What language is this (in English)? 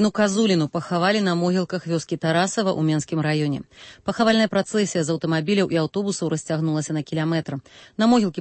Belarusian